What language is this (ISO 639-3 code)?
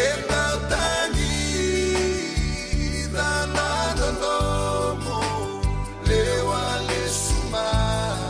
fij